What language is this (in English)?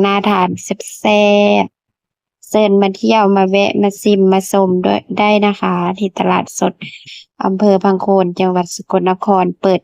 Northeastern Thai